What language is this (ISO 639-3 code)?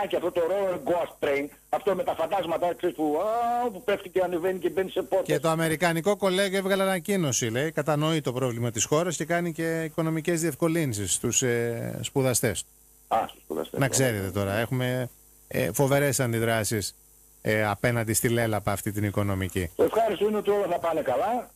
ell